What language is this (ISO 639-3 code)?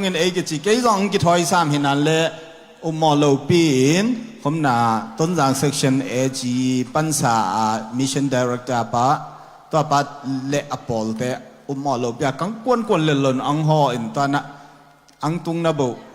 ctd